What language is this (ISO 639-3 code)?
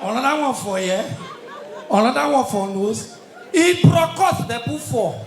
pcm